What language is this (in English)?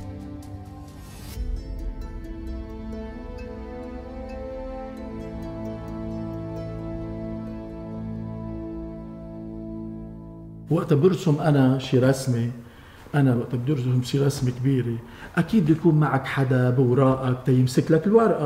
North Levantine Arabic